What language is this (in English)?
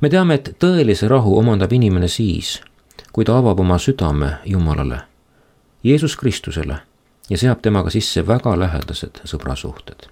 Estonian